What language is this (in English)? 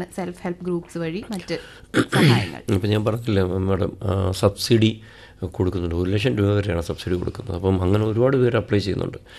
Malayalam